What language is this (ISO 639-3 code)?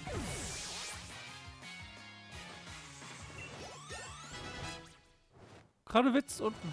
deu